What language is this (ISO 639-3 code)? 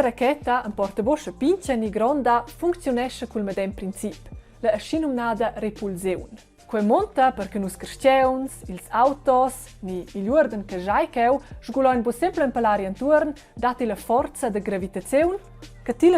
roh